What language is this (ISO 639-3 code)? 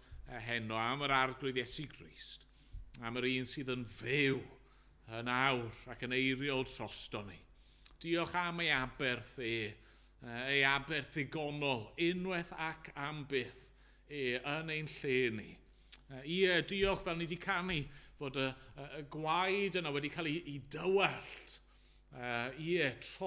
cym